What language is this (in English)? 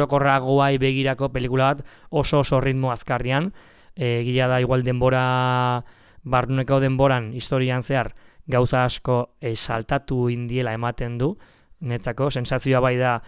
Basque